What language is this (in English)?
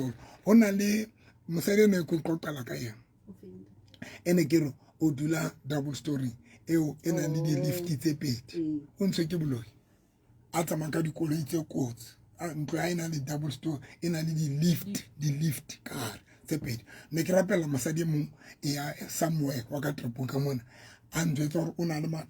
Southern Sotho